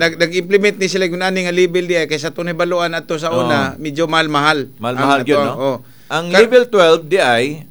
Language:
Cebuano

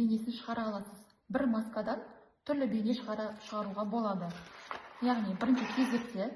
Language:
Kazakh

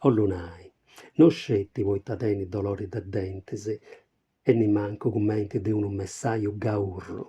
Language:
Sardinian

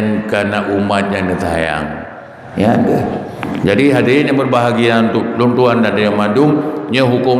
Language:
Achinese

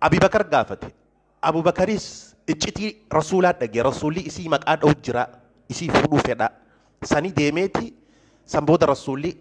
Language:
Oromo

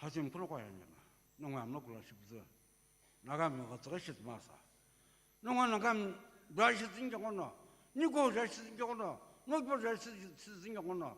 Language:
Sumi Naga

